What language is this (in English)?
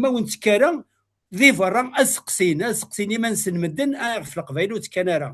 Kabyle